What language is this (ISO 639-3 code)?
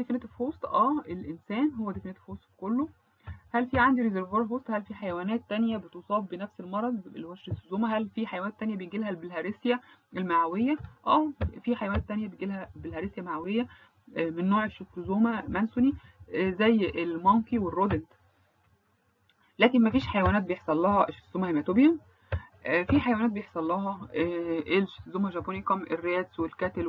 arz